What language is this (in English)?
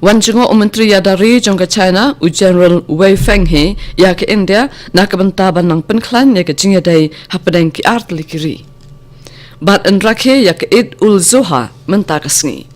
Khasi